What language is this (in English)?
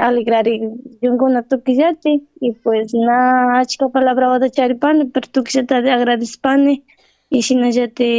Chimborazo Highland Quichua